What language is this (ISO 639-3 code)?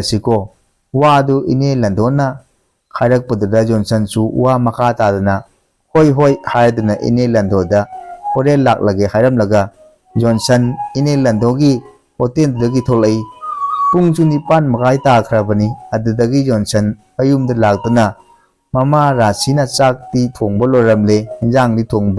mni